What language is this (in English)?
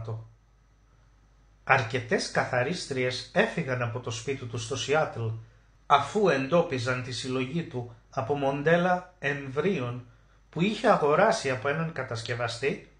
Greek